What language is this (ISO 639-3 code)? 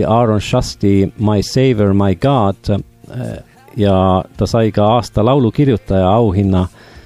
est